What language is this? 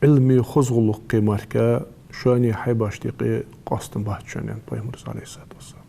Ingush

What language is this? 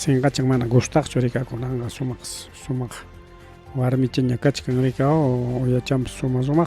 Ayacucho Quechua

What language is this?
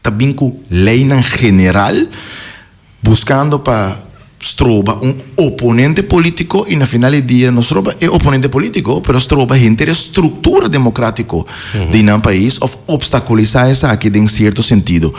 Papiamento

